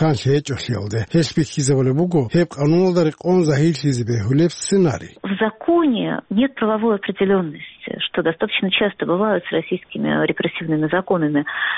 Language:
Avaric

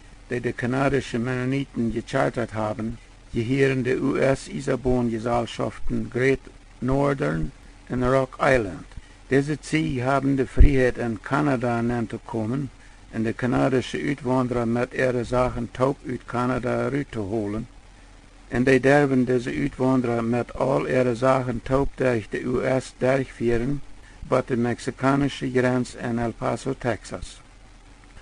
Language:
Plautdietsch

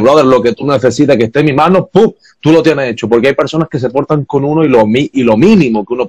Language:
Spanish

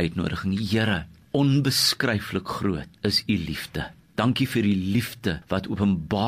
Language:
Afrikaans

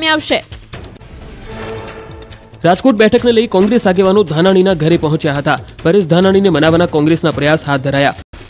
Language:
Gujarati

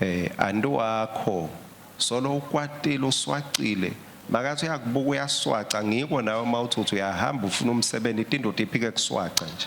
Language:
Swati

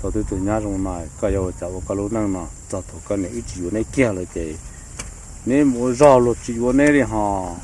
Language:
Hmong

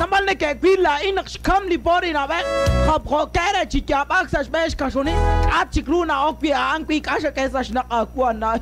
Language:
Kekchí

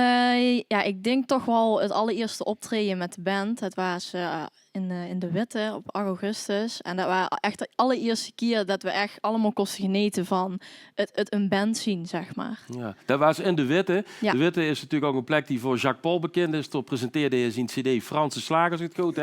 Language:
Limburgish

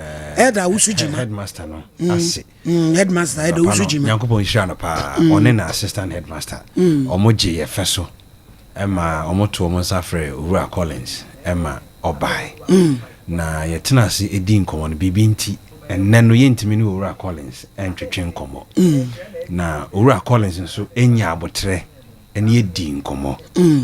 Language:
Akan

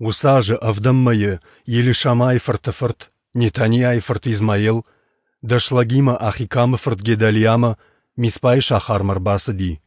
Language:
Ossetic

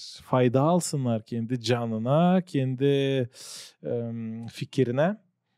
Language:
Gagauz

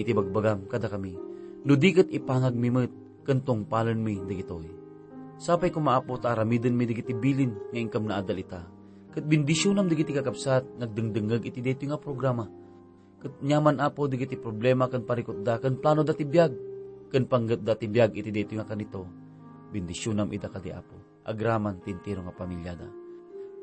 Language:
Iloko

